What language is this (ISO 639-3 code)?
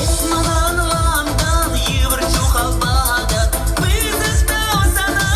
chv